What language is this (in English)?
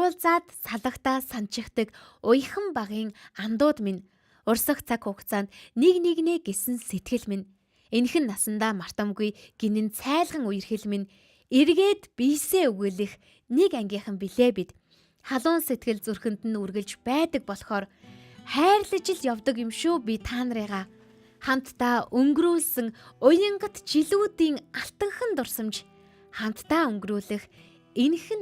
Mongolian